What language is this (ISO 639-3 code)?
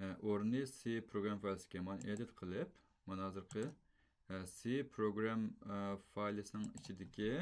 uig